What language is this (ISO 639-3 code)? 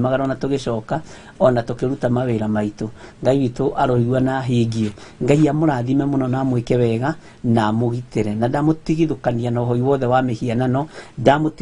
kik